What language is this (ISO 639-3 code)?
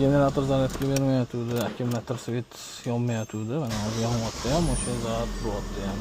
uzb